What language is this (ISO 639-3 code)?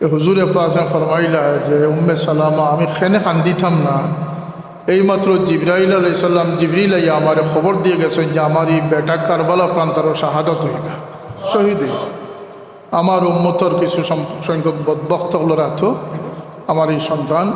syl